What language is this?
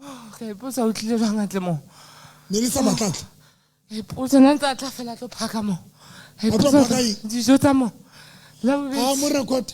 Southern Sotho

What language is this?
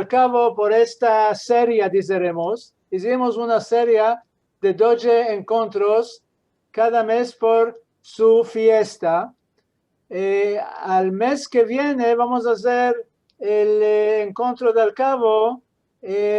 Ladino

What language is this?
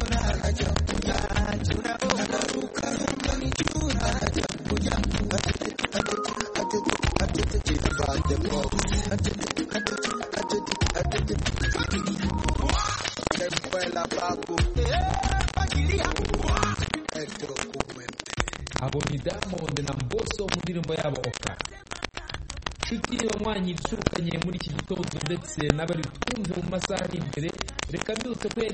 Kinyarwanda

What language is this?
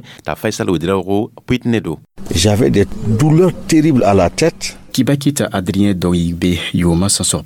Mossi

